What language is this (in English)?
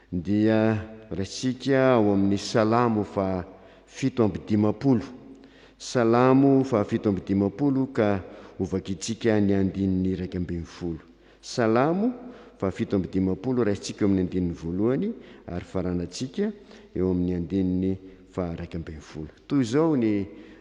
Malagasy